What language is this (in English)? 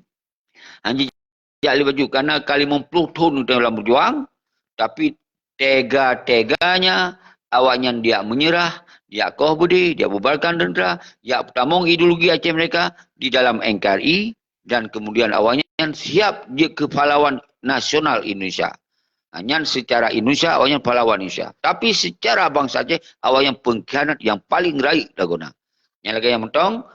Achinese